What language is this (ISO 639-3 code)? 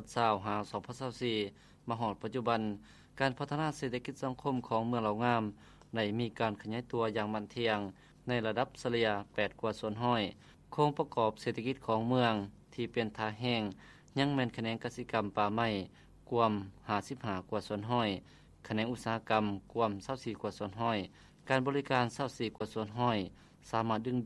lao